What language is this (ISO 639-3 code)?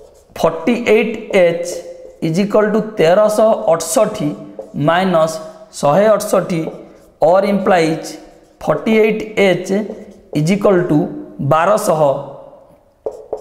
ori